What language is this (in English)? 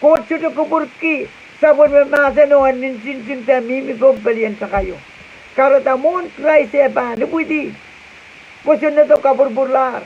Pohnpeian